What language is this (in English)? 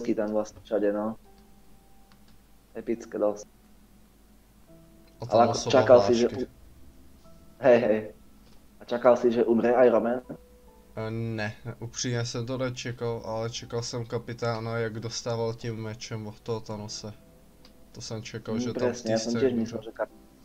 Czech